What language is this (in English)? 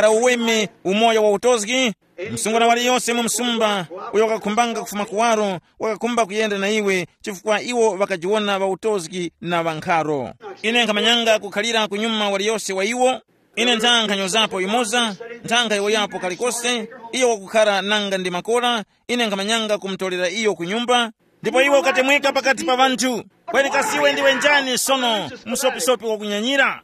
Tumbuka